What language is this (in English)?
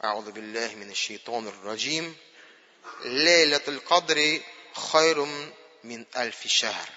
Tatar